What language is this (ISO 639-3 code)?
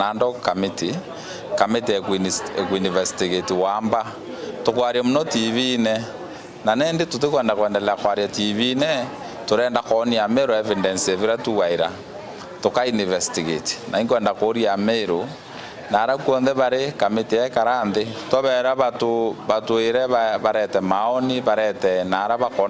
mer